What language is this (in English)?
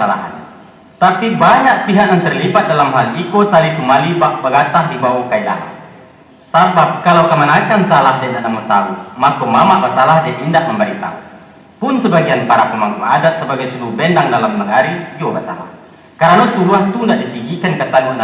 Minangkabau